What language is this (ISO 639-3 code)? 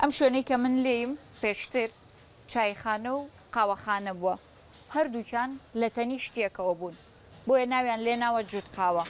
ckb